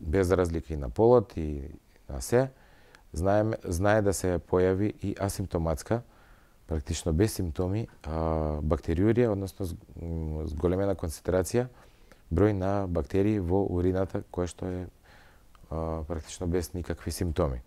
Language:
Macedonian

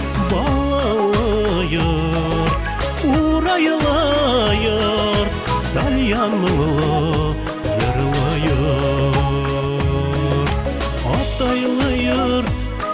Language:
Bashkir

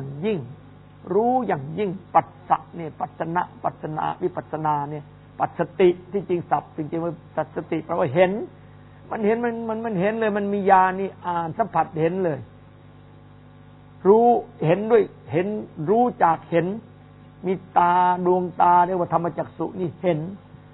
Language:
Thai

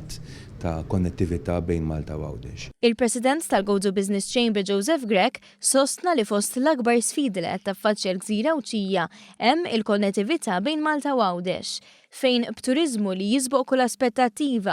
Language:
Maltese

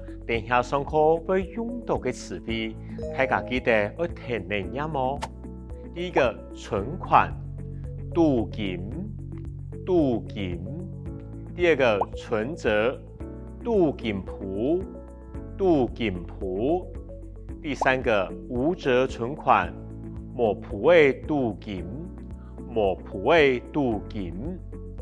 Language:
Hakka Chinese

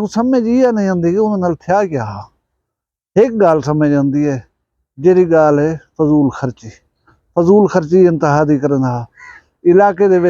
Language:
Saraiki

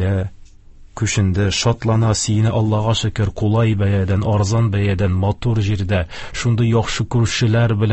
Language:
Tatar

